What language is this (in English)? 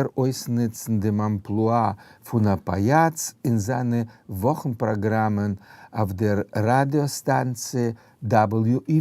Yiddish